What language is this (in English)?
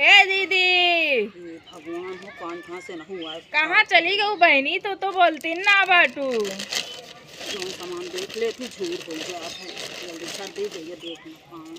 Awadhi